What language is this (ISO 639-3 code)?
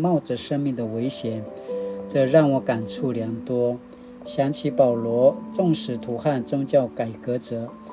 pwn